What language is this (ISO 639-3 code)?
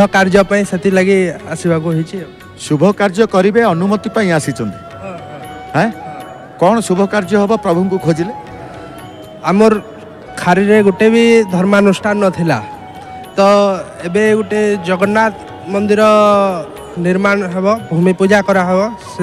ori